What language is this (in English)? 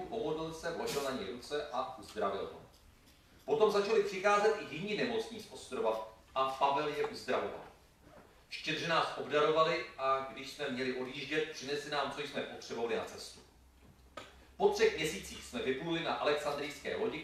Czech